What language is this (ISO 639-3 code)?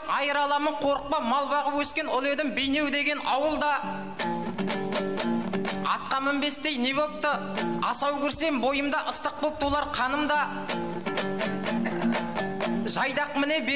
kaz